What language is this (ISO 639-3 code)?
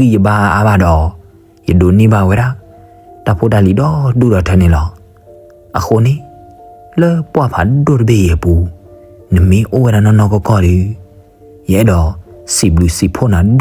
ksw